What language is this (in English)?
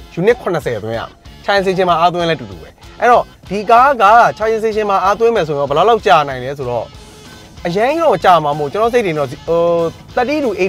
Burmese